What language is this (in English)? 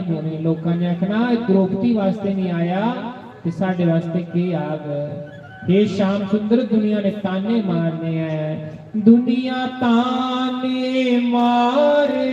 Dogri